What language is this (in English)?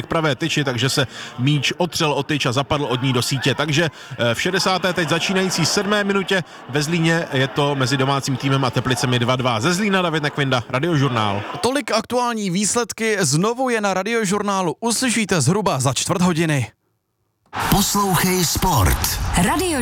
Czech